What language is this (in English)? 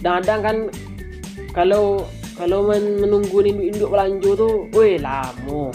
Minangkabau